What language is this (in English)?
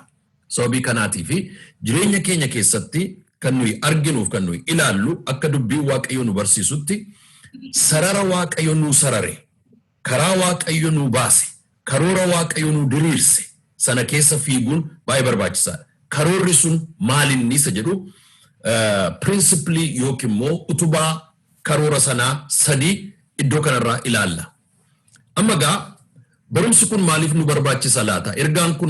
Oromo